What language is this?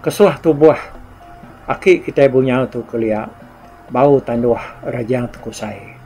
Iban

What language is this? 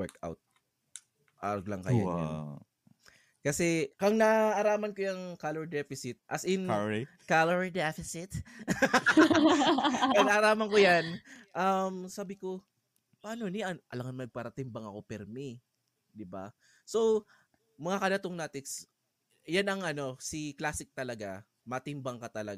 Bikol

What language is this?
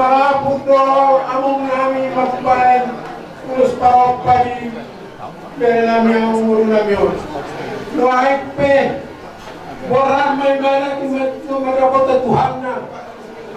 Batak Toba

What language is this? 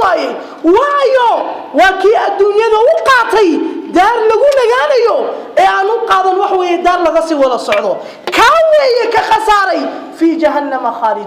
Somali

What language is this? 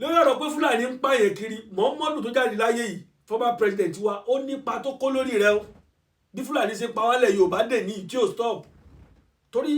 Yoruba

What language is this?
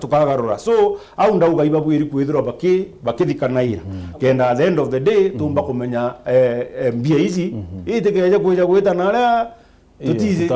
Meru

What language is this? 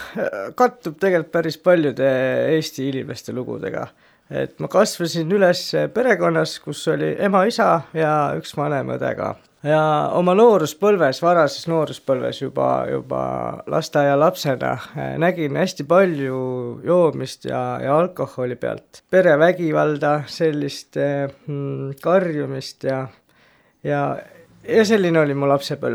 Estonian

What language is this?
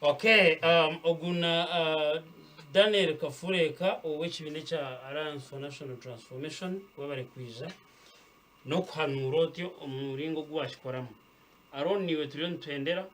Nyankole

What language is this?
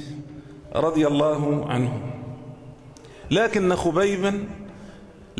Arabic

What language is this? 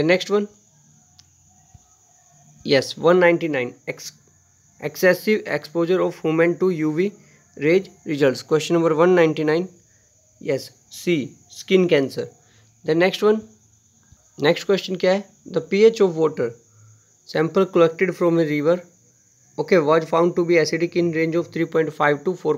Hindi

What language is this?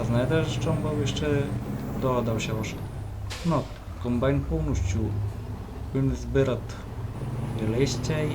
Rusyn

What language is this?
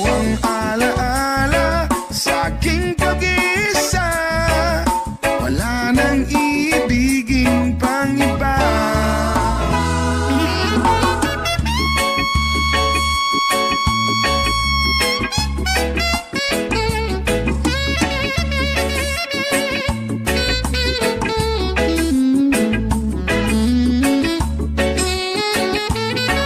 Filipino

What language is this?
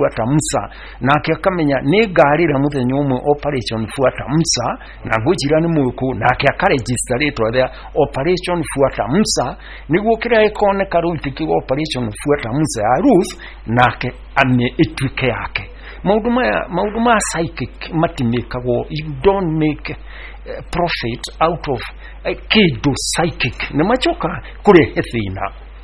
Kikuyu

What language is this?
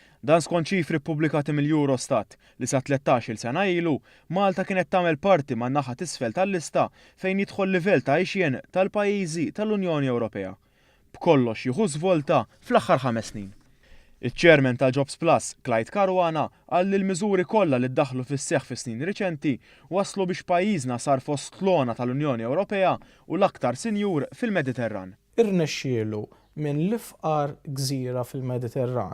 Maltese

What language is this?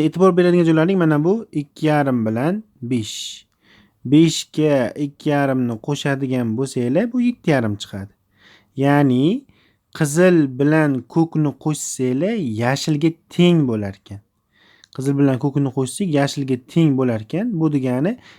Uzbek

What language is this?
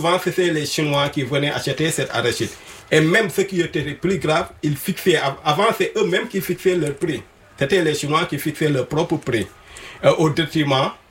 French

